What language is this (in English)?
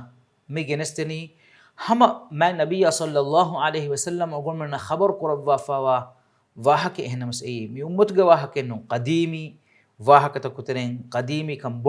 Divehi